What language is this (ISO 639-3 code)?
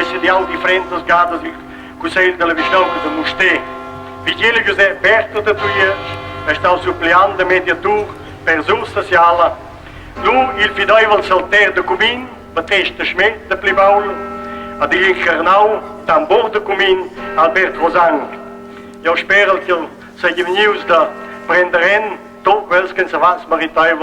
roh